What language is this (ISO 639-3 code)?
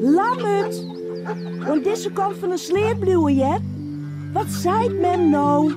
fry